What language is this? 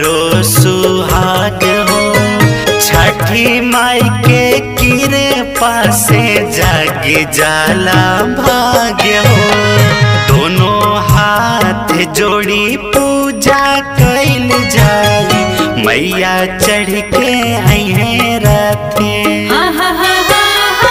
Bhojpuri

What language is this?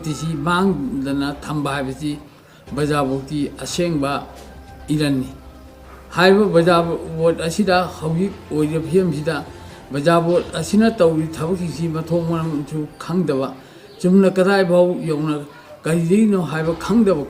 Manipuri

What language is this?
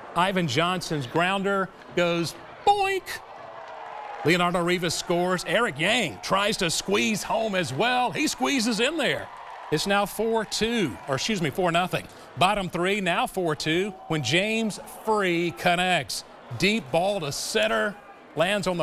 English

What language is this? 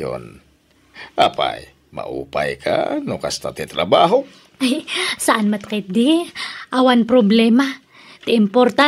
Iloko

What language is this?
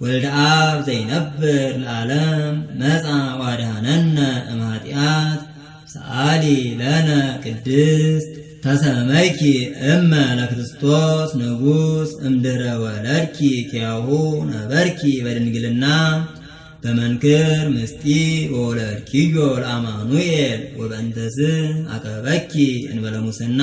Geez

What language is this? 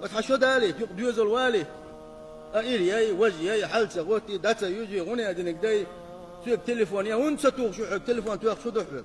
Chechen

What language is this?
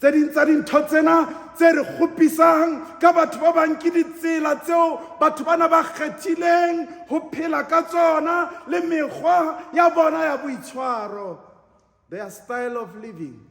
Southern Sotho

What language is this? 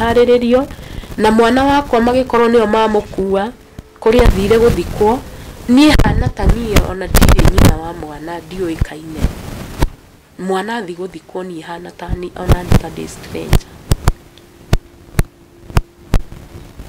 Kikuyu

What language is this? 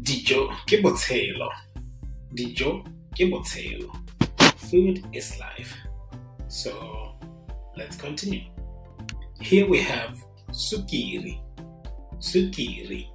Tswana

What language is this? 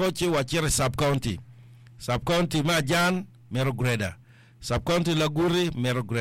Acoli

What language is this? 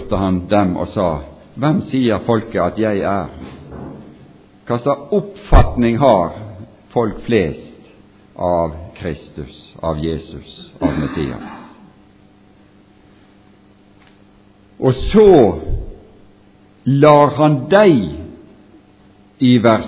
Norwegian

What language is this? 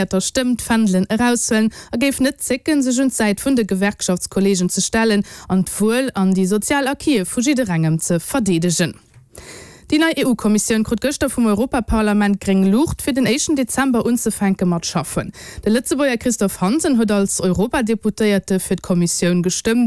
Luxembourgish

